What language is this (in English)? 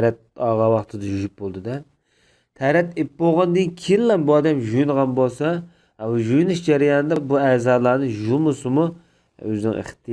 Uyghur